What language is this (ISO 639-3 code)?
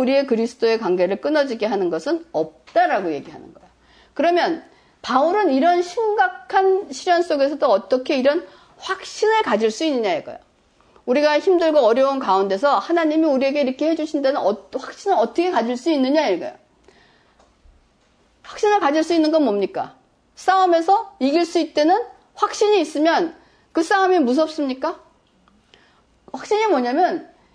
kor